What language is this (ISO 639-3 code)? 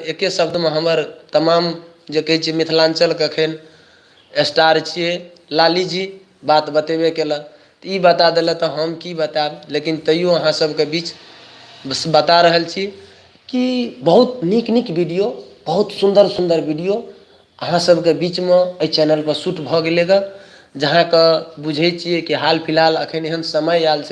mai